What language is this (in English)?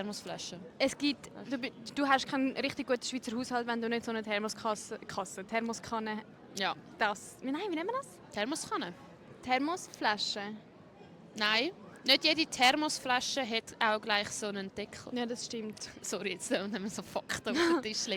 Swiss German